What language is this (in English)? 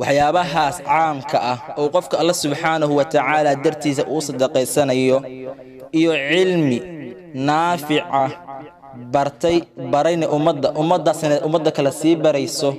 Somali